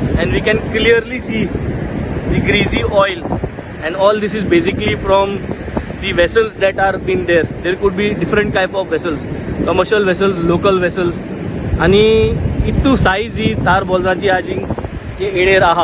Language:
Konkani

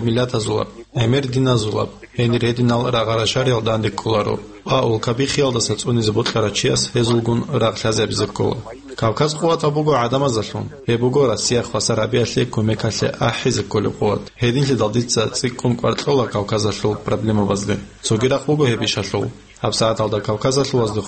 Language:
Avaric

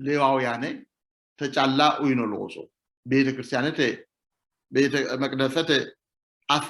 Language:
Sidamo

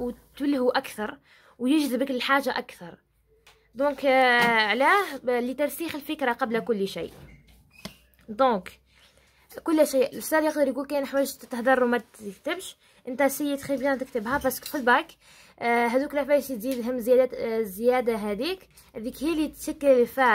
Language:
Algerian Arabic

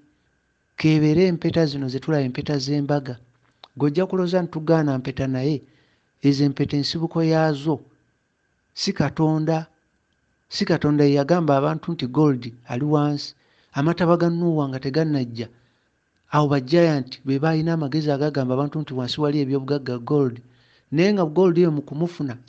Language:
Ganda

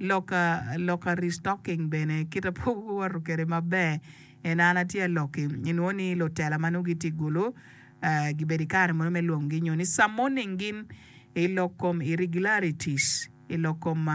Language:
Acoli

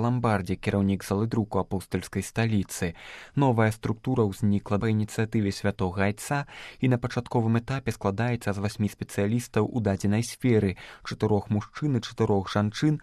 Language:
Belarusian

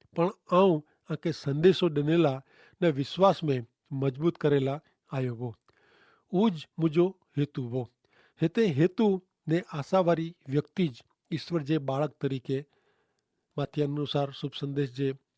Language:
Kachhi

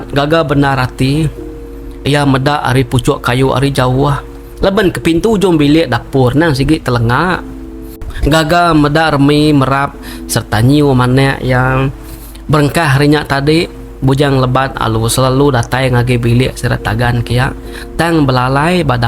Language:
Iban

